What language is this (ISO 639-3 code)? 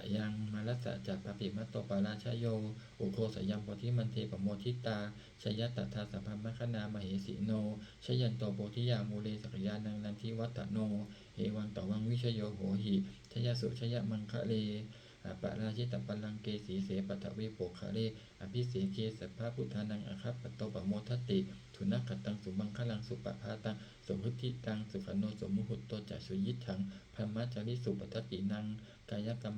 pli